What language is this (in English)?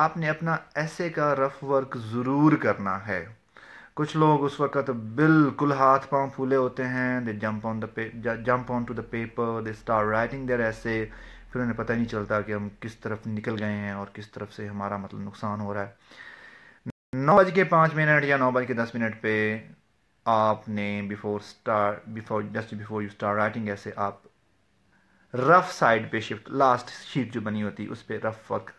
Urdu